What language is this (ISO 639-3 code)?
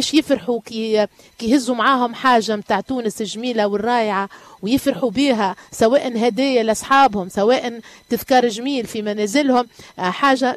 aeb